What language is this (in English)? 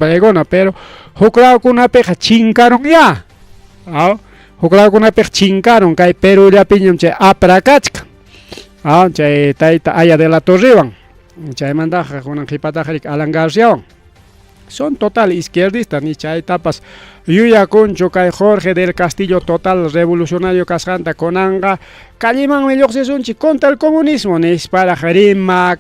Ayacucho Quechua